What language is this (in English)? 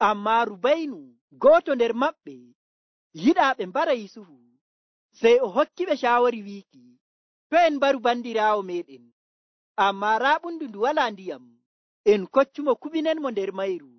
Nigerian Fulfulde